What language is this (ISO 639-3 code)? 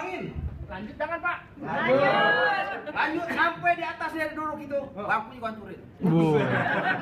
bew